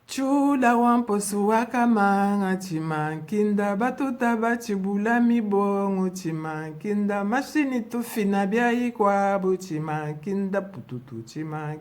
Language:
Luba-Lulua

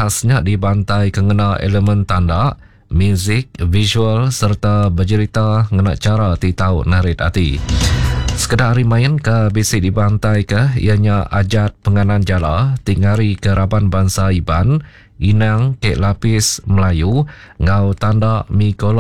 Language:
Iban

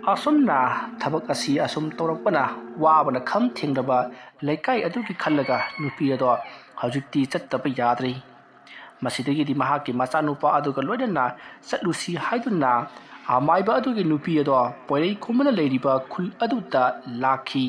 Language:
Manipuri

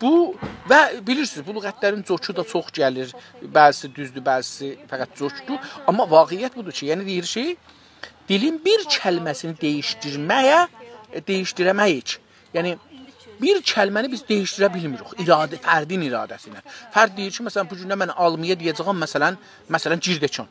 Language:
South Azerbaijani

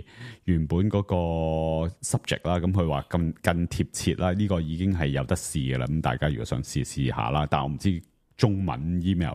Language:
Cantonese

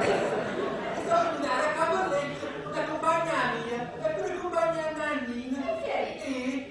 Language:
Neapolitan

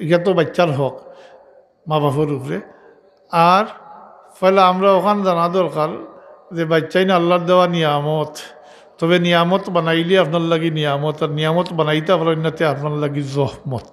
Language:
Sylheti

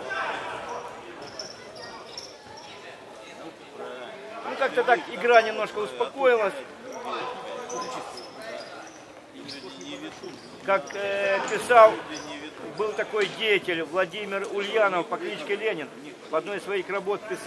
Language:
Russian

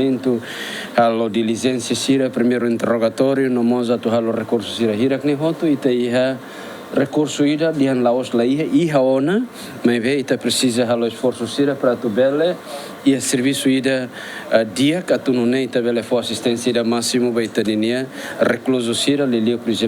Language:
Tetum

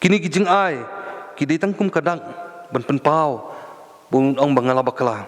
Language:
Khasi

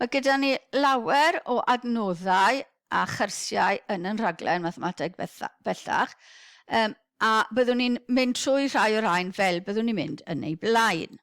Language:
Welsh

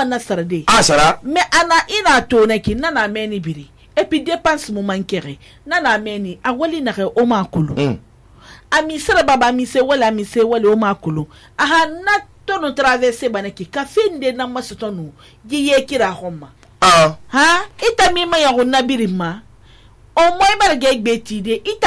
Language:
Susu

